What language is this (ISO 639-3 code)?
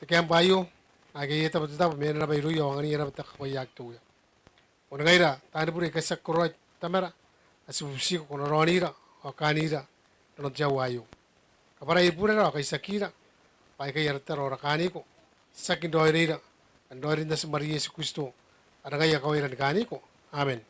gil